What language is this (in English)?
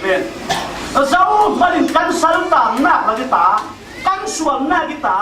Falam Chin